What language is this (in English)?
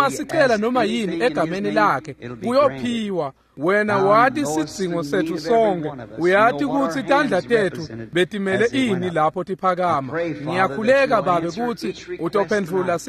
Swati